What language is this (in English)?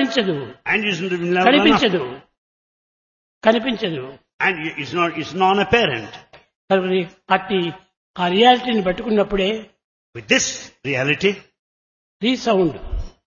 Telugu